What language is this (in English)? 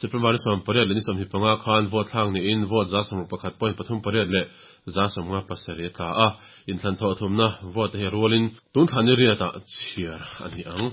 Mizo